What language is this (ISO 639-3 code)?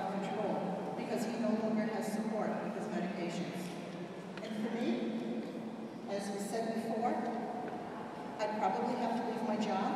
eng